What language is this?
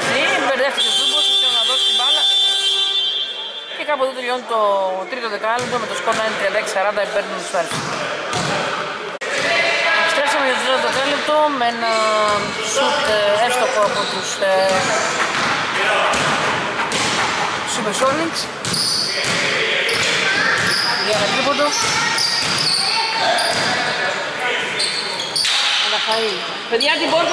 Greek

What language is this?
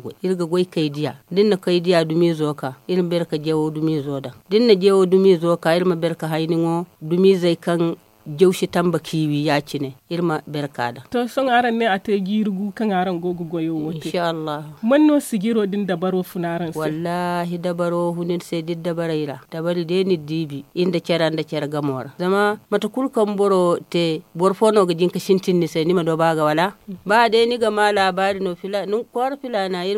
Zarma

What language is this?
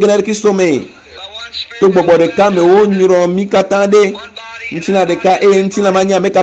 Ewe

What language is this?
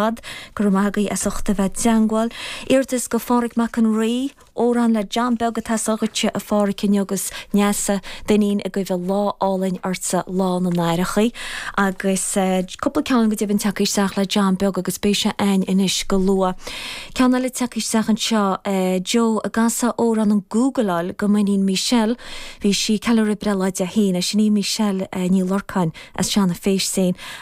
Irish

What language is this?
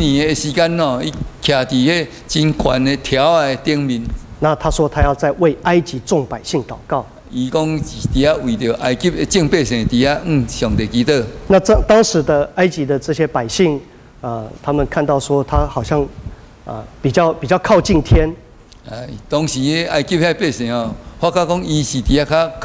Min Nan Chinese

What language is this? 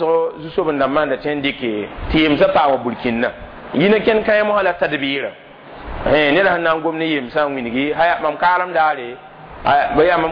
Mossi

